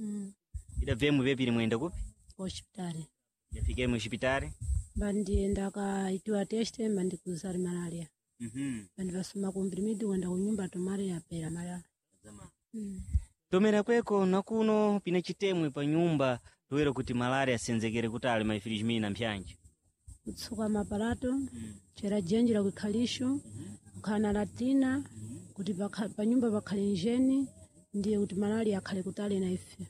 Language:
Sena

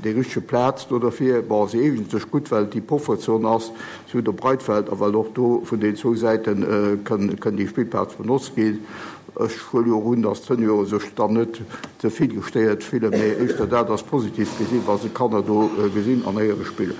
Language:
Luxembourgish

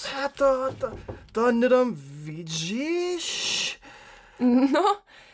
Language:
Upper Sorbian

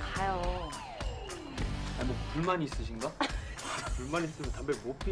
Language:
Korean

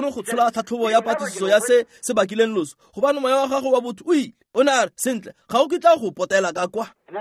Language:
Tswana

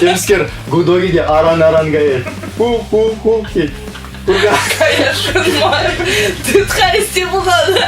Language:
Chuvash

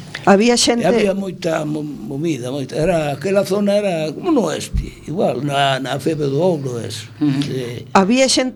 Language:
Galician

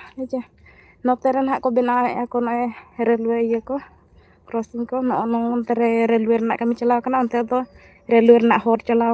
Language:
Santali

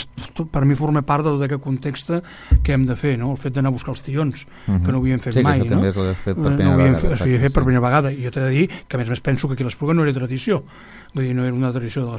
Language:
Catalan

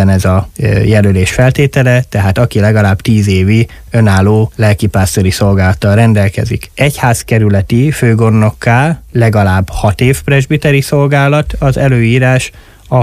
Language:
Hungarian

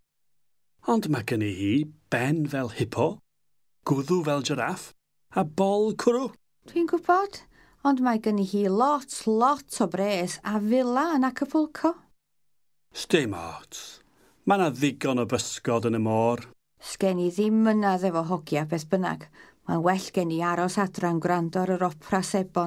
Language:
Welsh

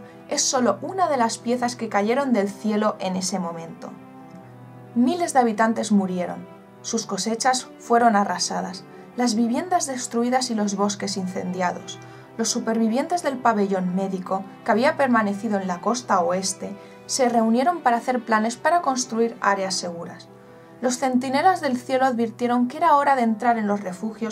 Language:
Spanish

